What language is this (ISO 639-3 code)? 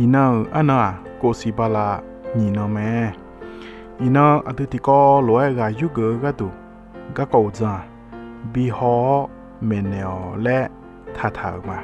ahk